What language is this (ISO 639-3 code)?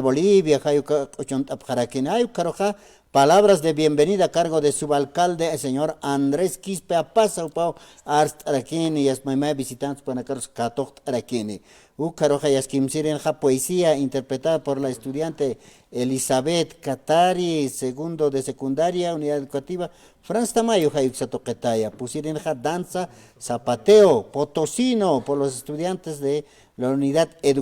aym